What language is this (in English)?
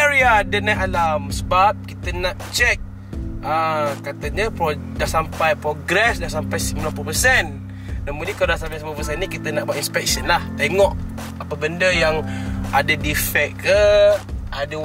Malay